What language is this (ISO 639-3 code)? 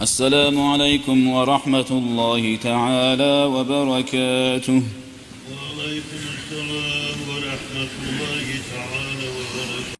kum